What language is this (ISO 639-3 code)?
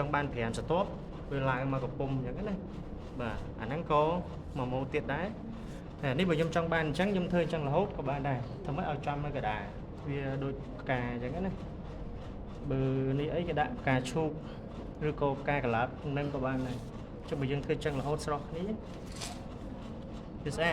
khm